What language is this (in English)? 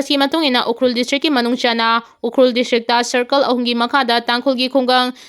Manipuri